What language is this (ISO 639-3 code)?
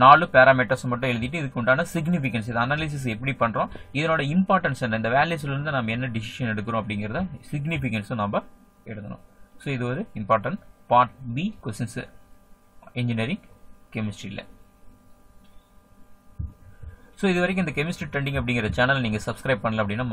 tam